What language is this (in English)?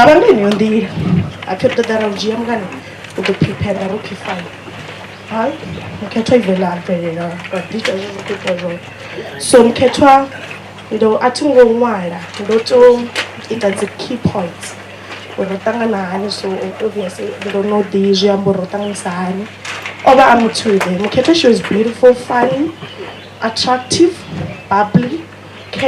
Venda